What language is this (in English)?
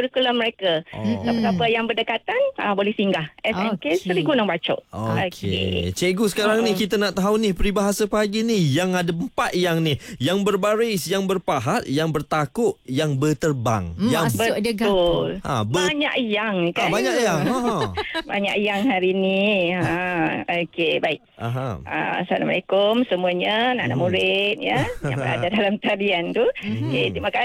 Malay